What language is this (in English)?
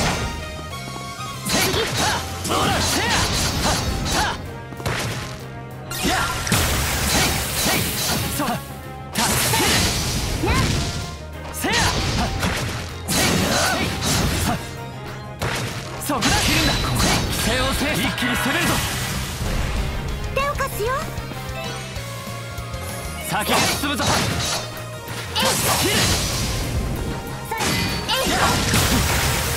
Japanese